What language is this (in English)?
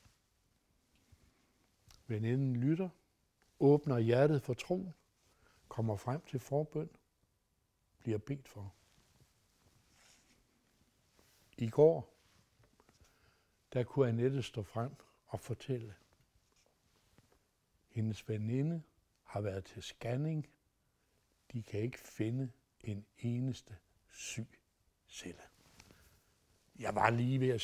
Danish